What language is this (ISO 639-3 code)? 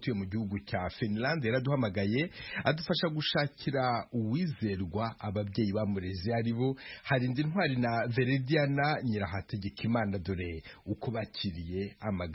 kin